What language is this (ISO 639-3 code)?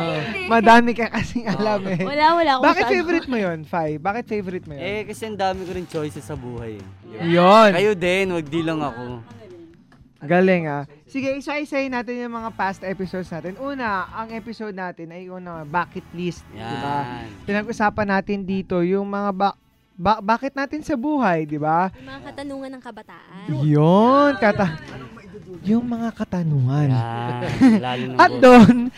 fil